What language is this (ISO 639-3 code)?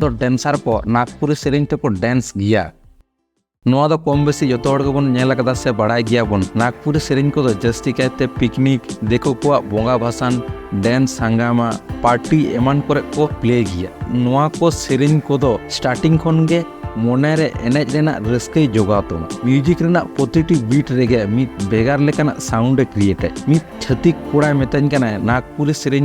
sat